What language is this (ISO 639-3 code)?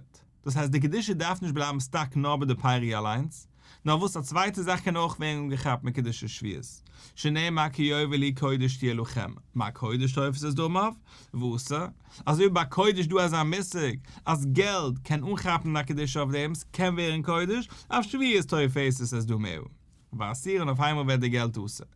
yid